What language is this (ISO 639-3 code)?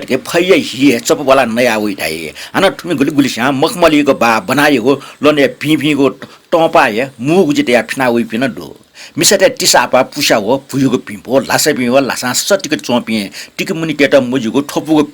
new